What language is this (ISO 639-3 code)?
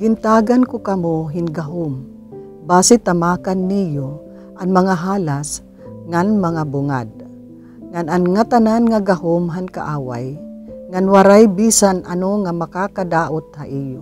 war